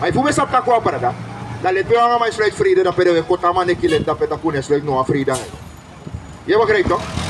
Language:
Sranan Tongo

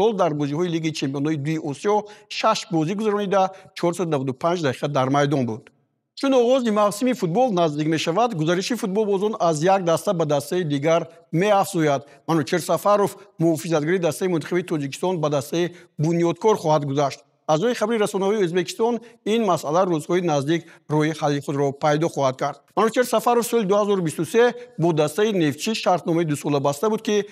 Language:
Tajik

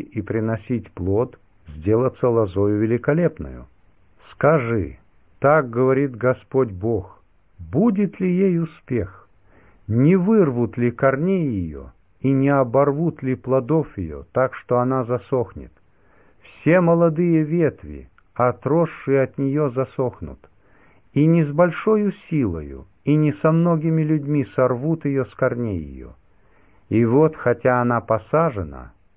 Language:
Russian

